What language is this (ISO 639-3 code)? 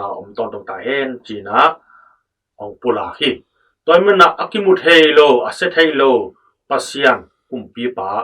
ctd